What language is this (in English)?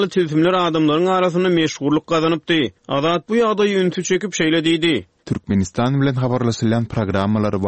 Turkmen